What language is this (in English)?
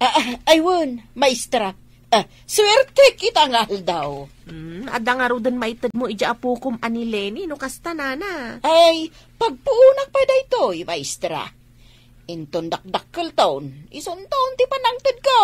Iloko